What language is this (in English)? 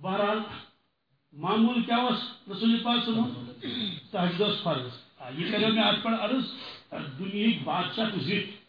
Kashmiri